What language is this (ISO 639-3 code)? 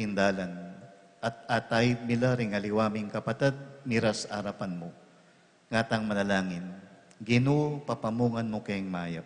pam